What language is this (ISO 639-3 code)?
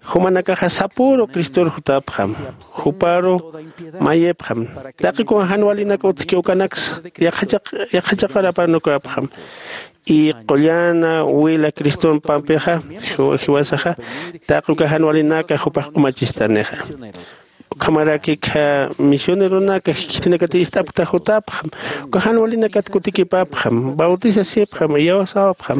aym